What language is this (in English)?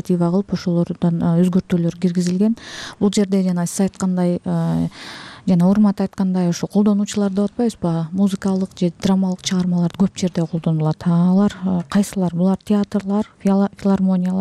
Kyrgyz